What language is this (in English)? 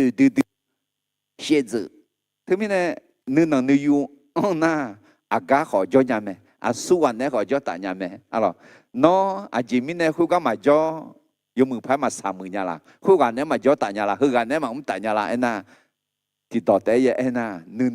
Akha